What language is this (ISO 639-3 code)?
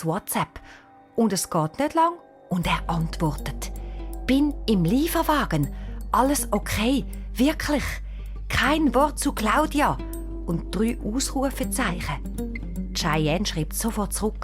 gsw